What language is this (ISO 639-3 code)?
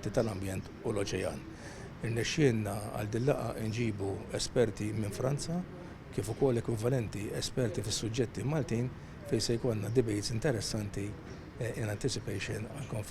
mlt